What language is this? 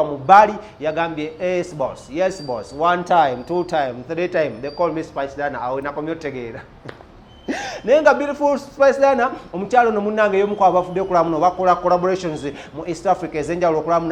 Ganda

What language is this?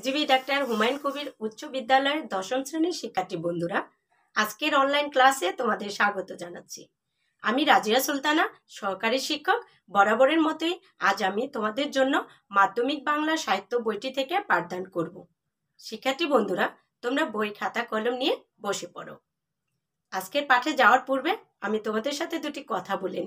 Bangla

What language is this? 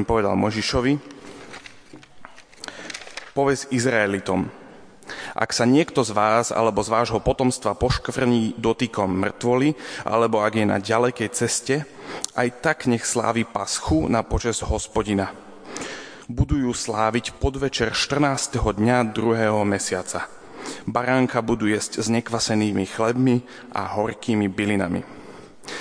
Slovak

